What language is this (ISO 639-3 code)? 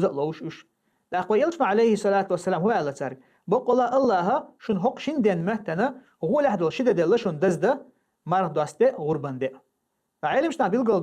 che